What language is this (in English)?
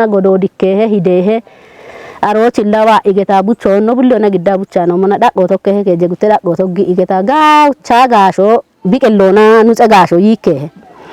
Kafa